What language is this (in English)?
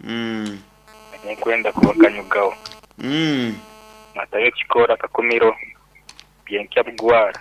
Nyankole